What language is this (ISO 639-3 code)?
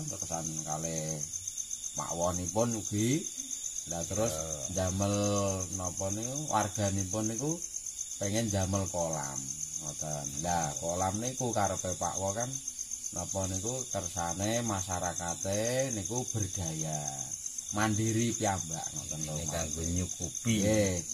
jav